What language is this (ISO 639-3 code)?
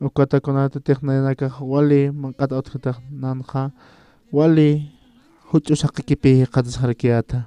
aym